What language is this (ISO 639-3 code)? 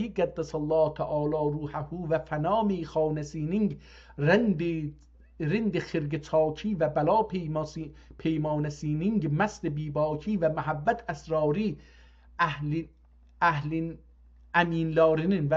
azb